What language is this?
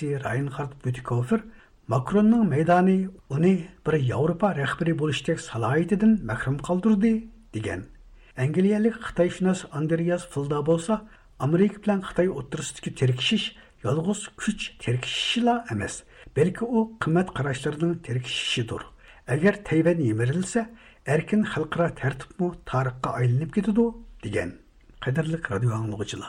Uyghur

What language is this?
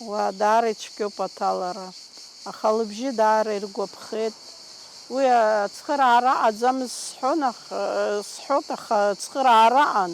Abkhazian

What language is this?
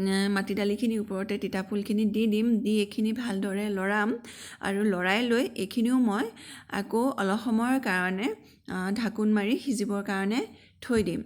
Assamese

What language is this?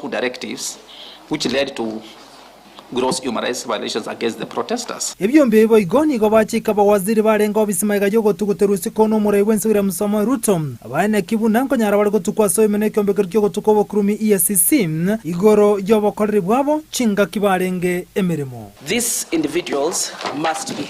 Gusii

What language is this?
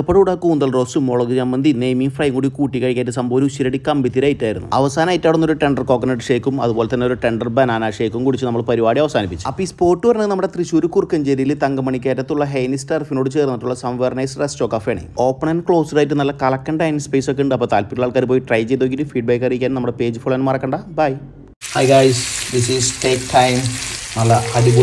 Malayalam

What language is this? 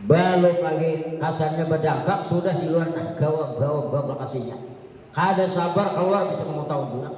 Banjar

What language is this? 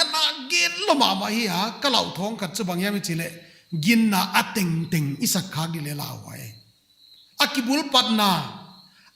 Paite Chin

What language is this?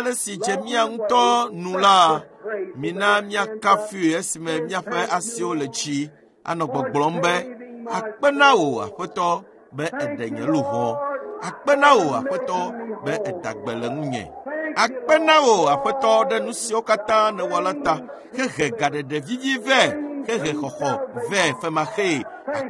Ewe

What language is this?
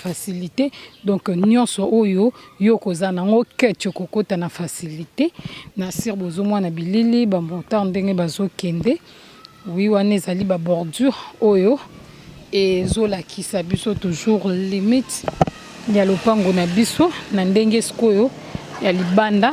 Lingala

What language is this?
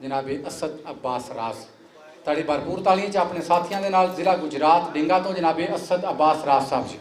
Western Panjabi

